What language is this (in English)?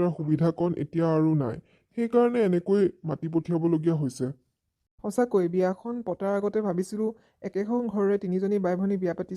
Assamese